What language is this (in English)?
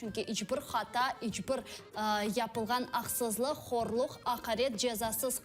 Crimean Tatar